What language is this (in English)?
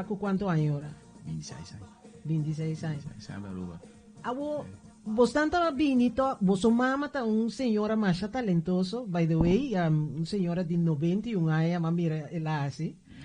Papiamento